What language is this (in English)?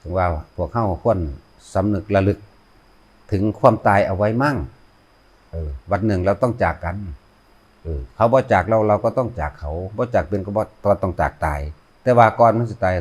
Northeastern Thai